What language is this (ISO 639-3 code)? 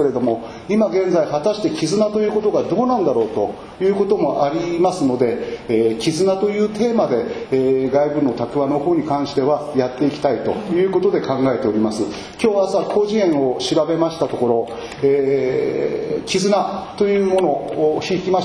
jpn